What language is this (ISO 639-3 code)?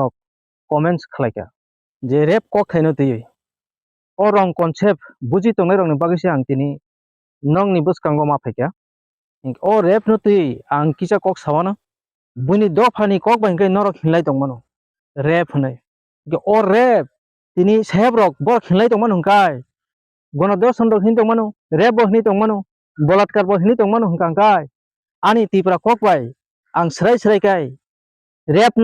trp